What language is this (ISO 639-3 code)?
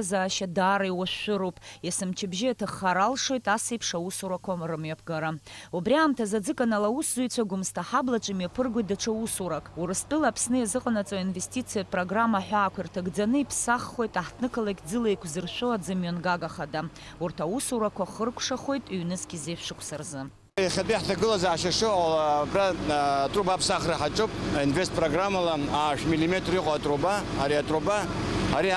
abk